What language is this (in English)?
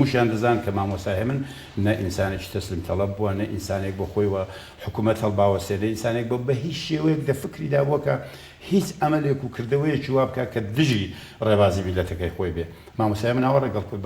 Central Kurdish